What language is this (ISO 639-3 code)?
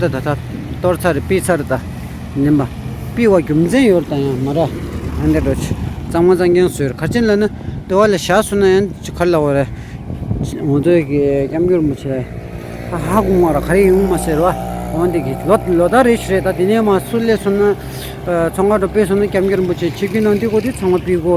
bod